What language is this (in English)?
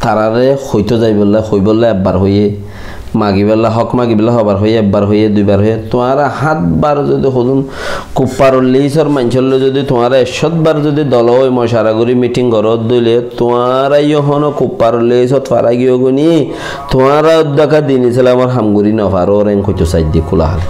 Rohingya